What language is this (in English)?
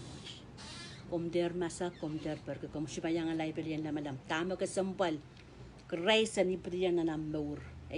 Pohnpeian